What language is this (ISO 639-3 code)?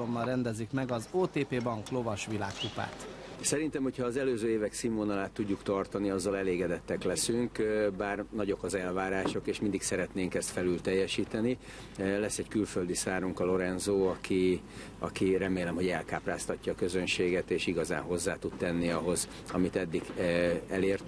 hun